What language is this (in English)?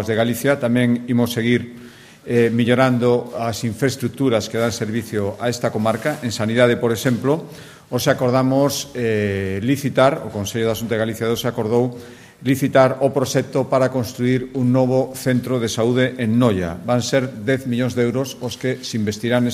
Galician